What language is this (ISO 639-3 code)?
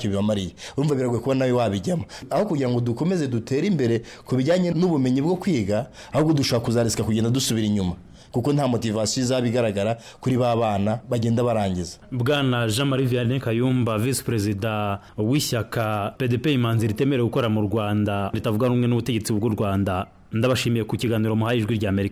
kin